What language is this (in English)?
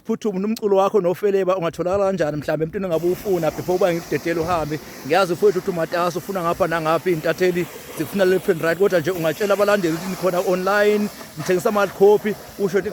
Zulu